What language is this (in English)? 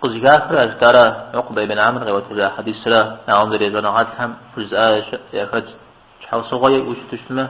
Kabardian